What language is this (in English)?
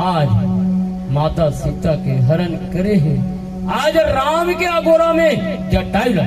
Chhattisgarhi